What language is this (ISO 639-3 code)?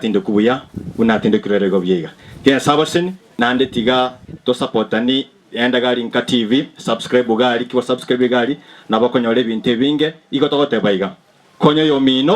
guz